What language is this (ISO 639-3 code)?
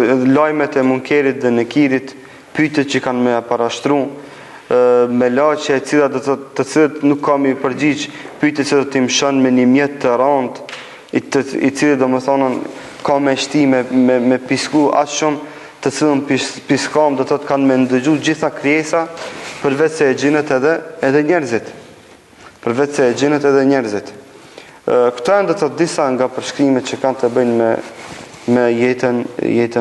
sqi